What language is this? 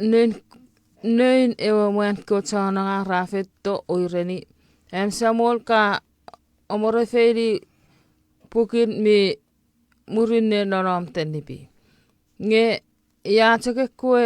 Chuukese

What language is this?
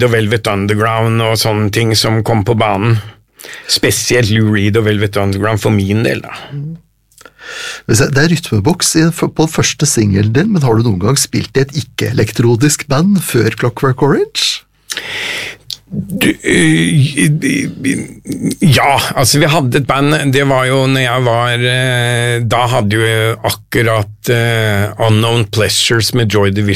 Norwegian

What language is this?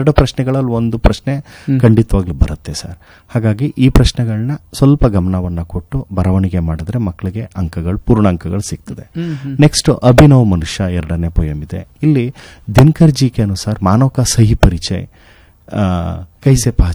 Kannada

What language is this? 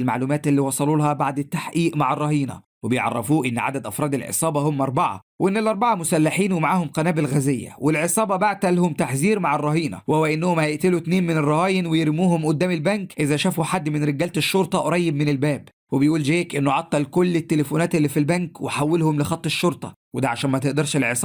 Egyptian Arabic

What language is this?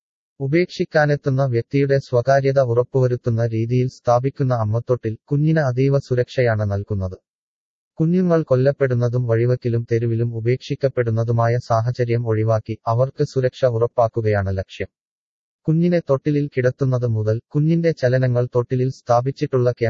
Malayalam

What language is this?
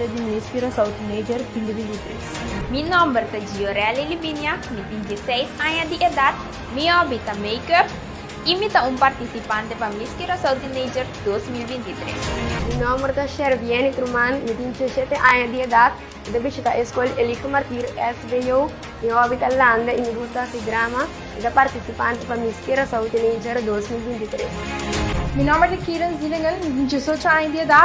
Papiamento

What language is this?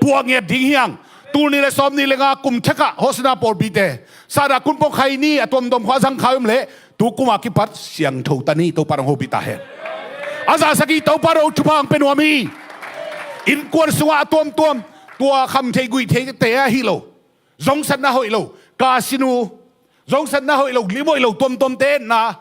Tedim Chin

